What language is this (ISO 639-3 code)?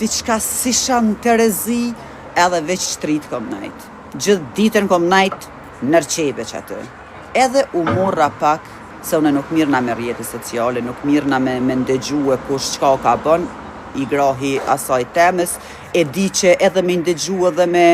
sqi